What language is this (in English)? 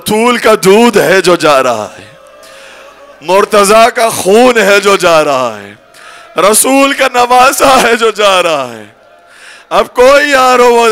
Urdu